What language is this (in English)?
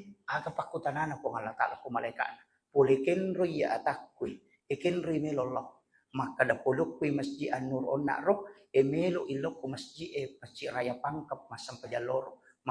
Buginese